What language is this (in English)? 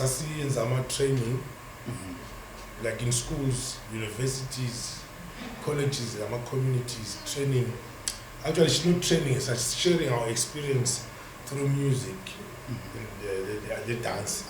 Zulu